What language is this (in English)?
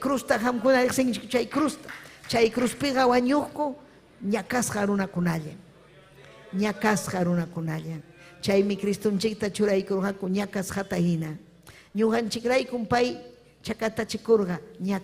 Ayacucho Quechua